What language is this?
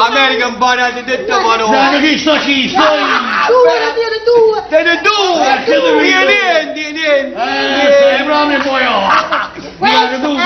Neapolitan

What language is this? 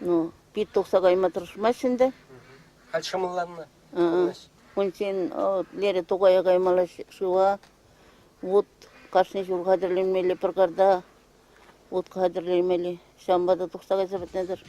Chuvash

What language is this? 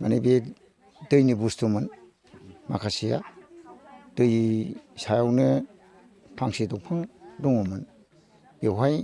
Bodo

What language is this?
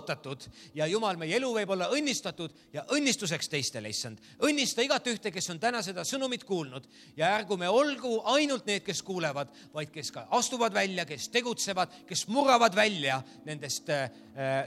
Estonian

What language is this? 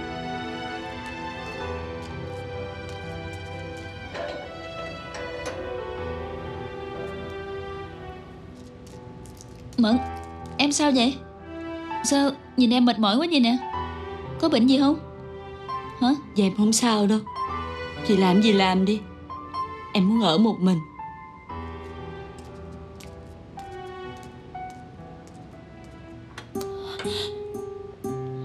Vietnamese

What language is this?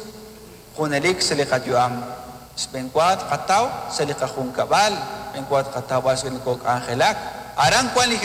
Kekchí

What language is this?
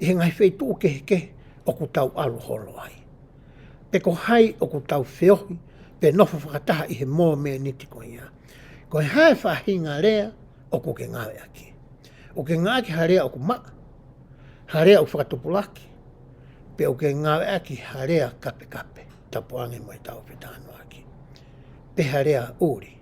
Tongan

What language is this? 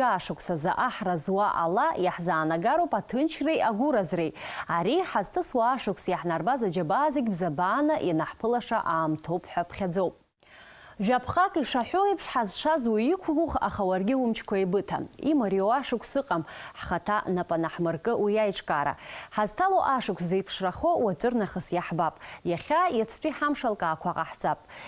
Abkhazian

